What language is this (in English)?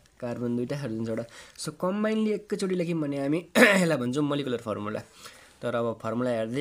Nepali